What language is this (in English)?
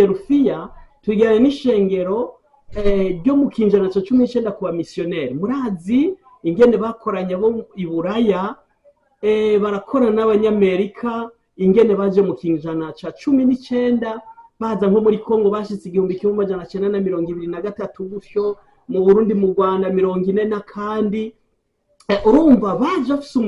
Rundi